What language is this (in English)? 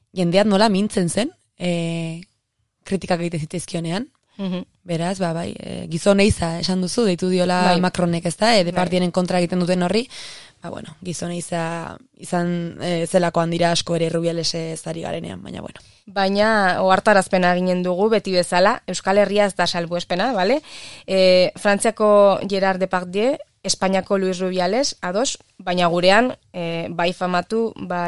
Basque